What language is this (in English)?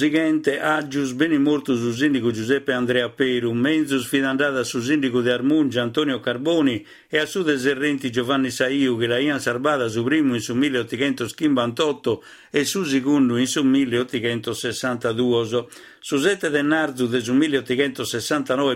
Sardinian